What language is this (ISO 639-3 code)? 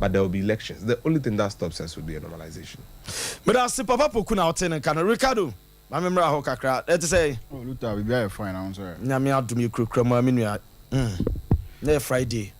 aka